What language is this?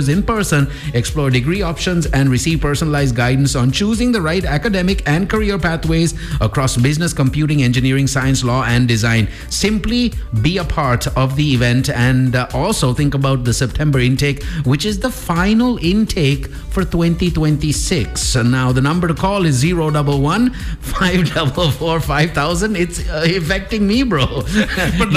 English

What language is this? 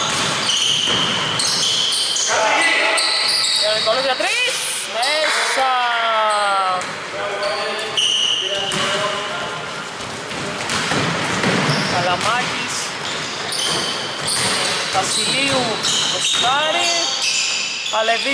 Greek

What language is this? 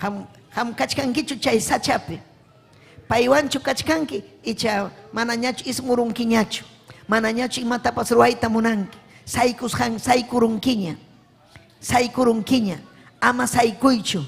Ayacucho Quechua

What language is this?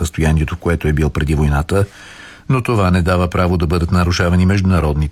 Bulgarian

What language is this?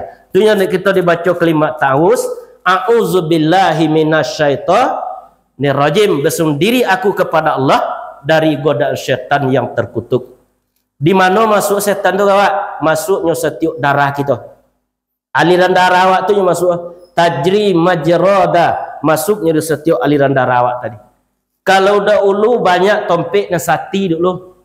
Minangkabau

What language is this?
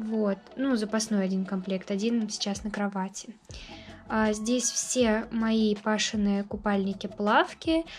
Russian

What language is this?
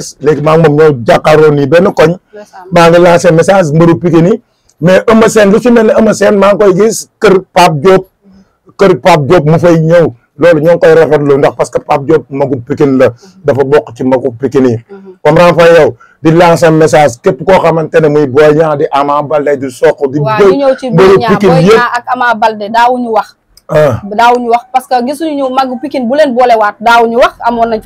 Wolof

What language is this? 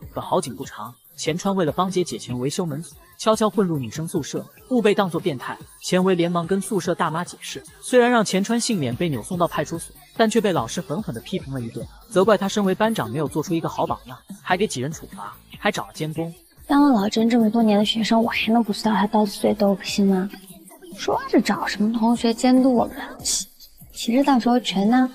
Chinese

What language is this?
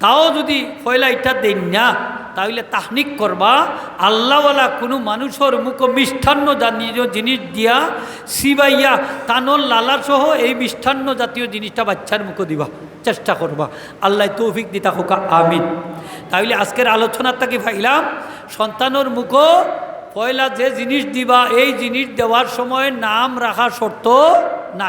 Sylheti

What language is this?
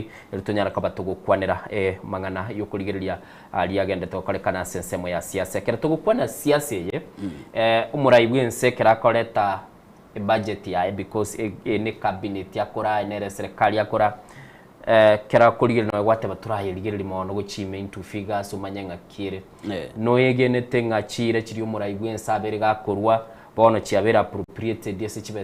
Gusii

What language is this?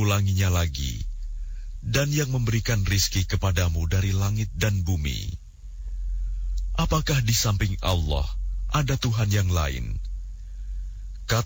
Indonesian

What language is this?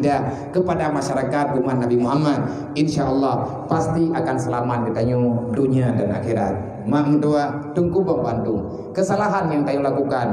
Achinese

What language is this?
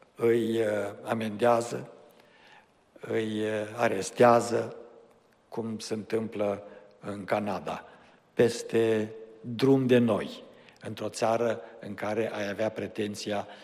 Romanian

